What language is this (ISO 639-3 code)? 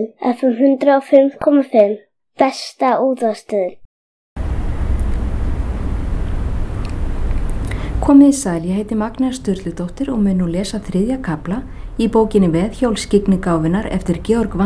isl